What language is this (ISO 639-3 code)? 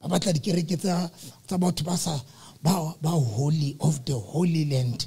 sot